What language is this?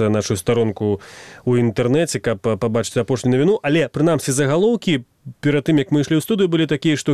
Belarusian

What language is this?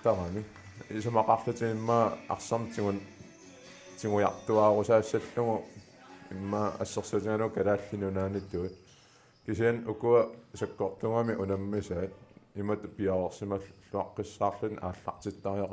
Kalaallisut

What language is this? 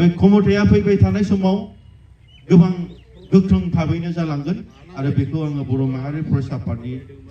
Bodo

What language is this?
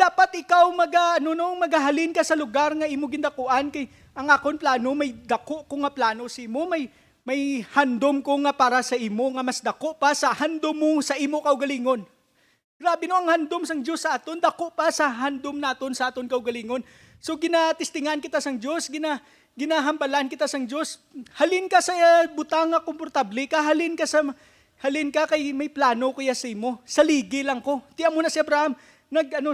Hiligaynon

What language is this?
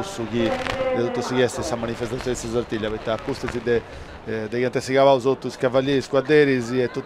Sardinian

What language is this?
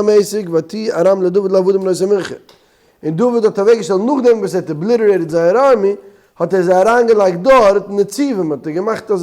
Yiddish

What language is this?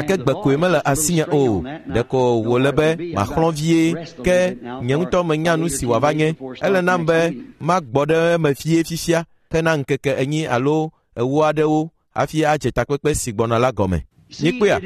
Ewe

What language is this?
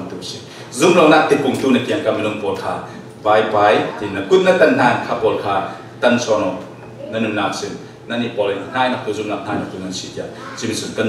Falam Chin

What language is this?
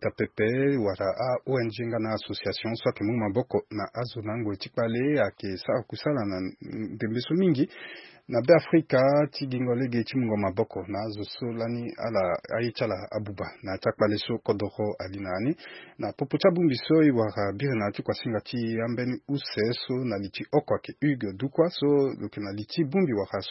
Sango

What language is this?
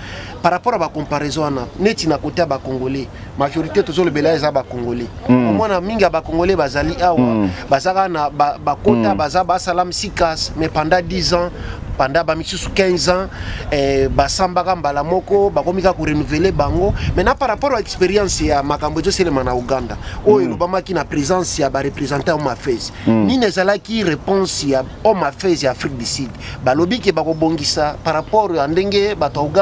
Lingala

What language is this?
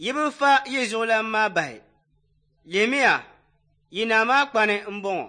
Dagbani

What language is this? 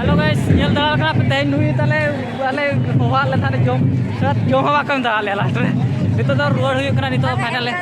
Santali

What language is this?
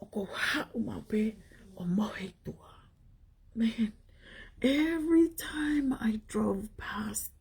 Tongan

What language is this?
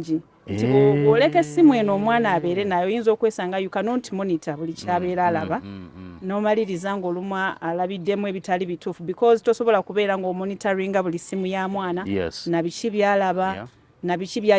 Ganda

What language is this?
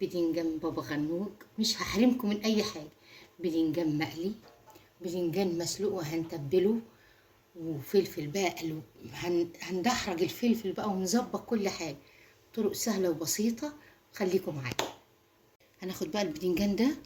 Egyptian Arabic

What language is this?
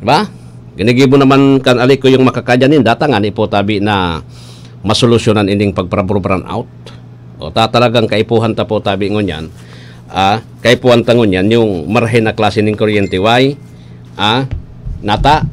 Bikol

